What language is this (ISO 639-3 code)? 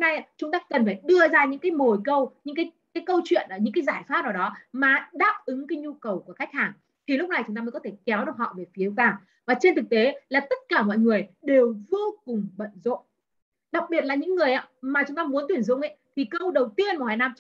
vie